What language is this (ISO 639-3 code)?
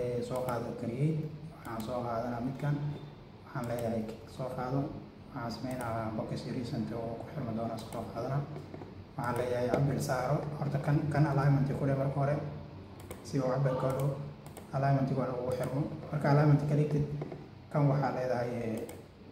som